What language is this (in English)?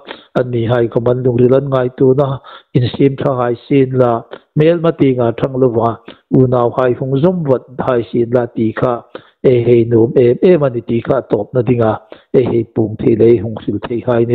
Hmar